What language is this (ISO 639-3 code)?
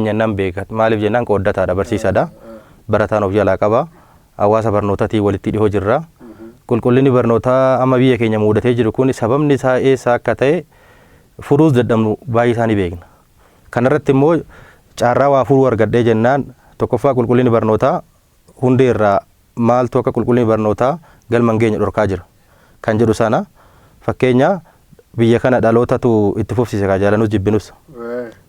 orm